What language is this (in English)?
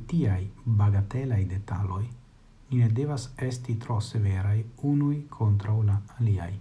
Esperanto